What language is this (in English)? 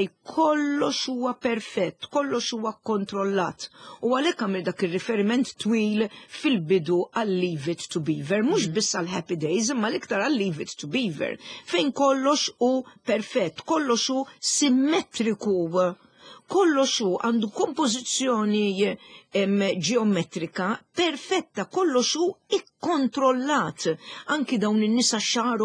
Maltese